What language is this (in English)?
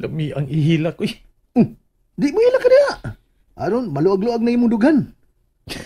Cebuano